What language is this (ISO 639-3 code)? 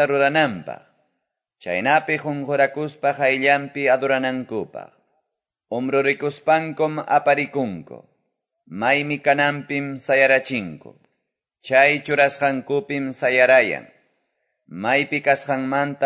que